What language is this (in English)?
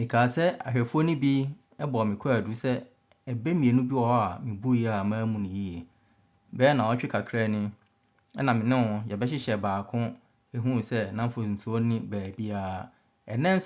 Akan